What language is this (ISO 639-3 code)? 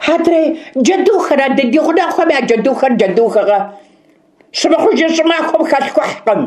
kbd